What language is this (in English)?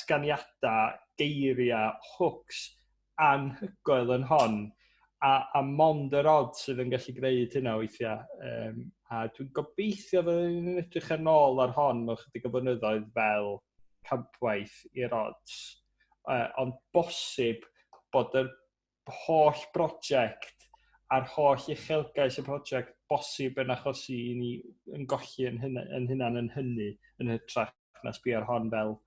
Welsh